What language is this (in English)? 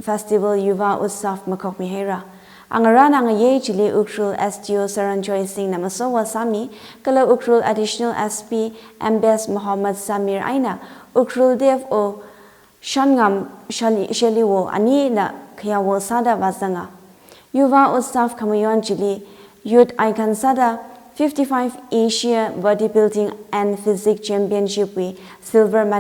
Tangkhul Naga (India)